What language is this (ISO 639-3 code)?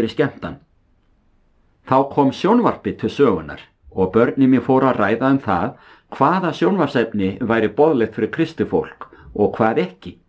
isl